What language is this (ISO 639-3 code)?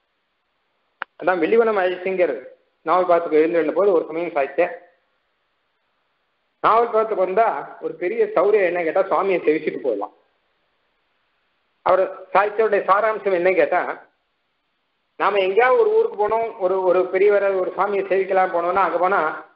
tam